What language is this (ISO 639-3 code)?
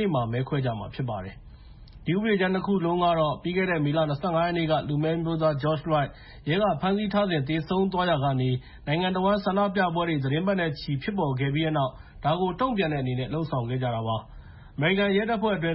mya